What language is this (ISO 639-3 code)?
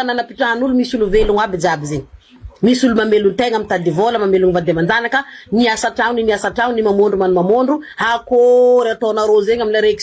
mlg